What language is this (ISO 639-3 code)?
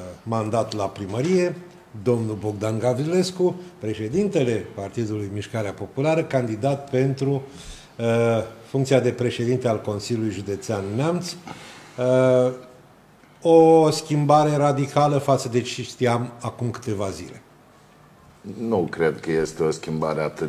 ron